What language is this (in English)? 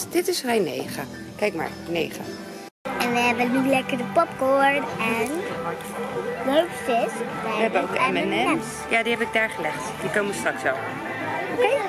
Dutch